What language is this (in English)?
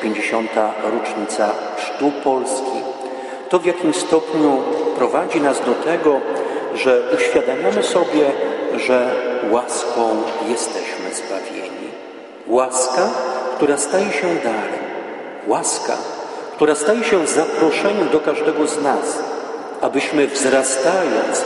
Polish